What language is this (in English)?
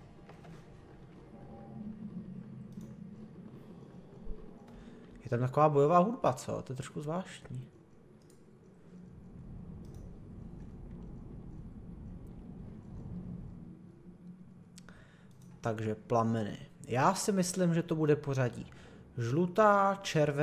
Czech